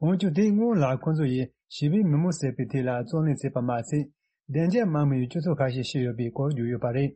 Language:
Tibetan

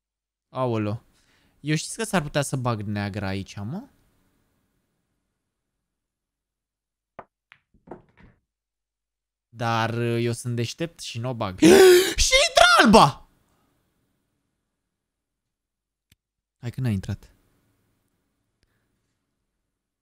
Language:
Romanian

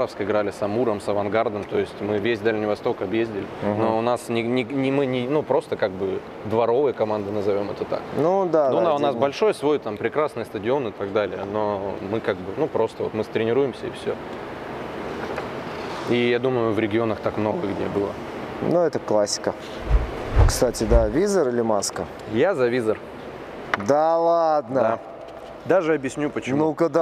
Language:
Russian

